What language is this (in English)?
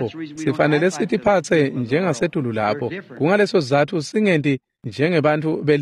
Swati